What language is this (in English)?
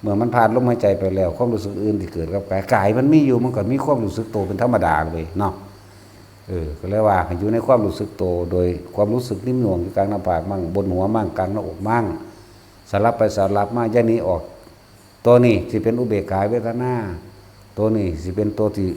Northeastern Thai